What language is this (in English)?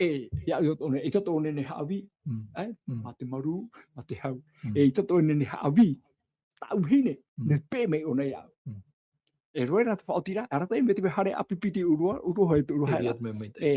Tahitian